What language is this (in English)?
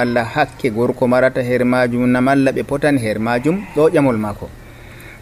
Nigerian Fulfulde